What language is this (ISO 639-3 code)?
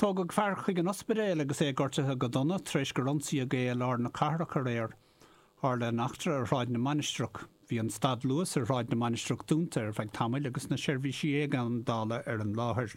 gle